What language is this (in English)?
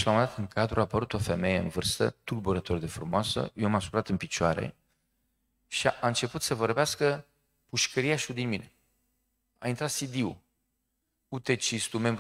Romanian